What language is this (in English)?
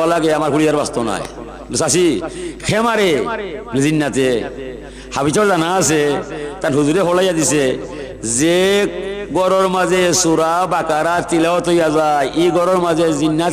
Sylheti